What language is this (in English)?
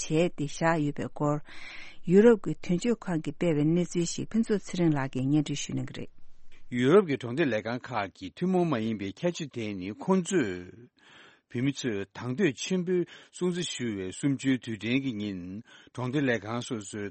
Tibetan